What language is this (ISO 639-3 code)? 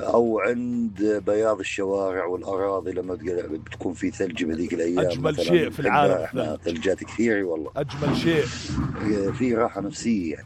apc